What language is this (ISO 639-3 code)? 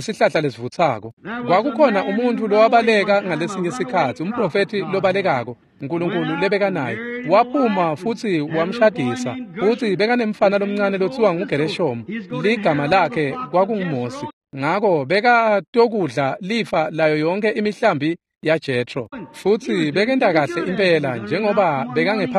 ssw